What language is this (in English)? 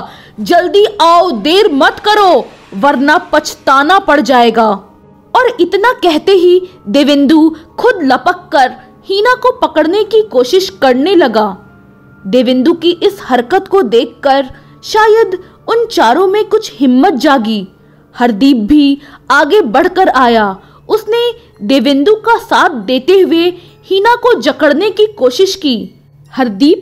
Hindi